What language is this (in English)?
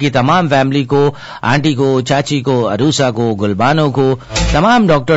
Urdu